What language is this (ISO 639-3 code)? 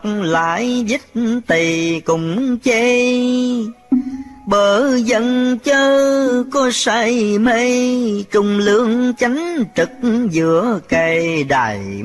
vie